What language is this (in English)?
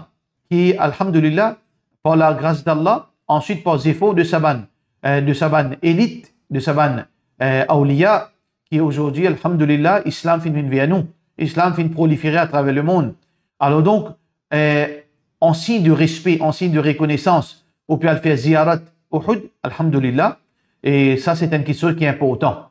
Morisyen